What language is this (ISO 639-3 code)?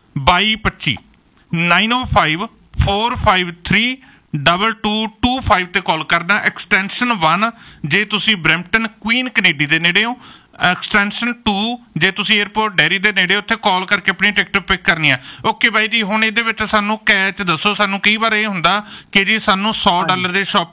pan